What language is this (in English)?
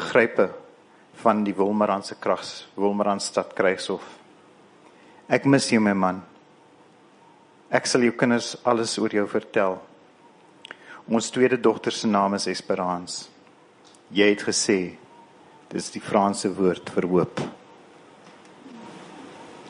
Afrikaans